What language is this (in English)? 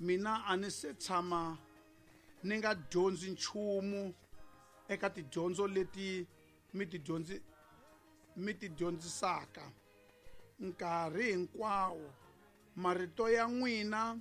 Tsonga